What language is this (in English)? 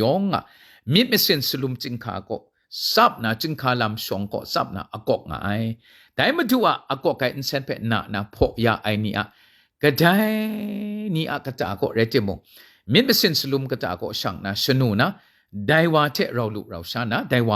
Kachin